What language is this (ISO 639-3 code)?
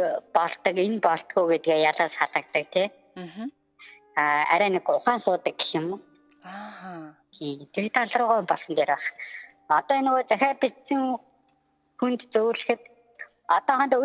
mon